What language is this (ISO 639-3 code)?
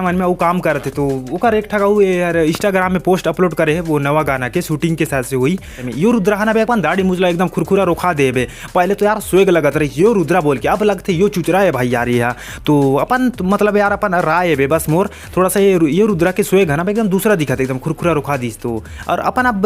hne